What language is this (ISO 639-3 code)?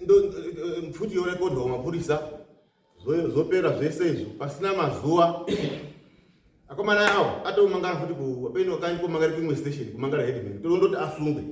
sna